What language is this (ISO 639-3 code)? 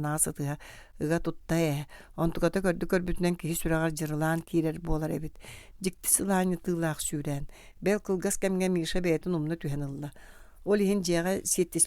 sah